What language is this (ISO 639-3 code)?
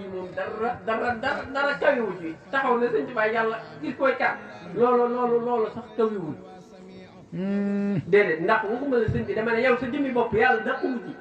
wol